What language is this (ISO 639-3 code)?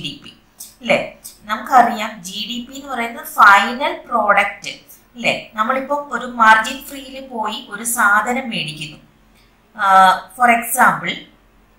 mal